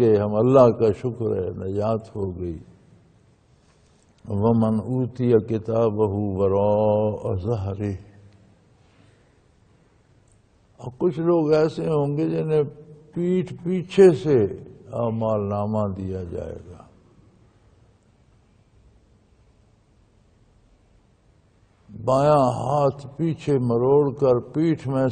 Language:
Urdu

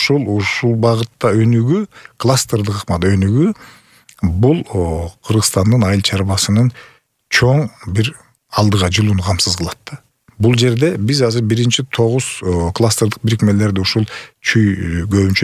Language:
Kyrgyz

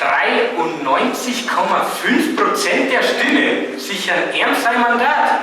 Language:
Bavarian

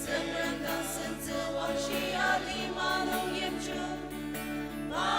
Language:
Ao Naga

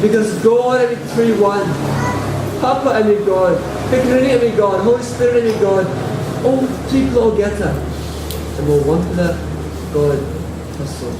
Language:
Tok Pisin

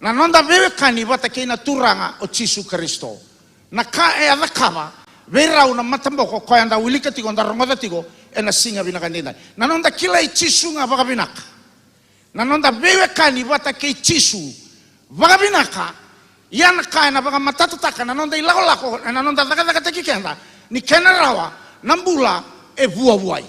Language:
Fijian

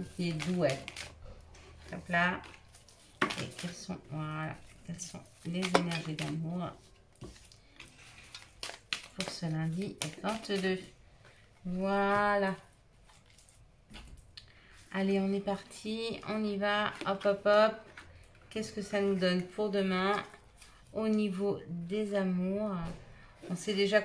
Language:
French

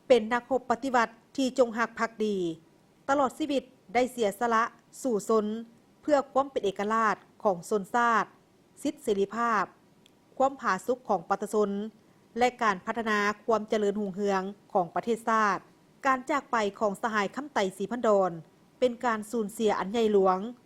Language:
Lao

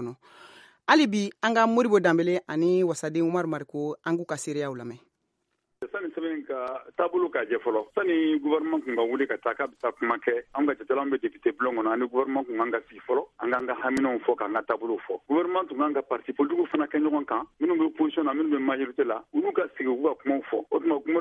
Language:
Bambara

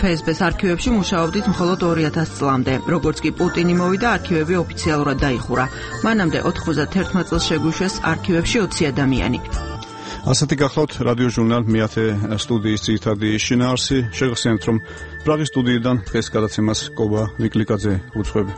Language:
Georgian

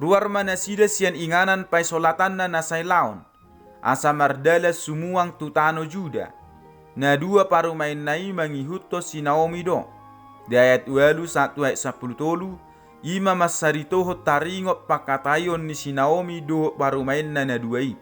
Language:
Batak Toba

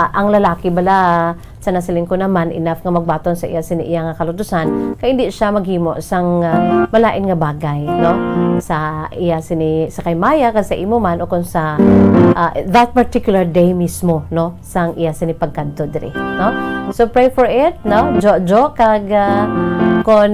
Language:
Hiligaynon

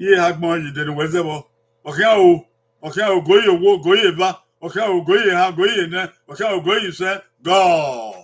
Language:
Bini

